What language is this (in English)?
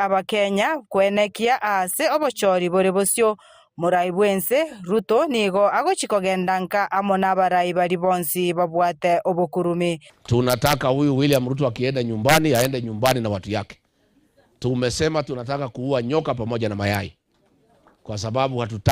Gusii